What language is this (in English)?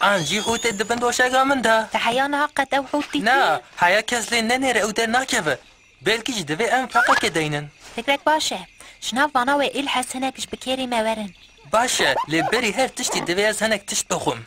Kurdish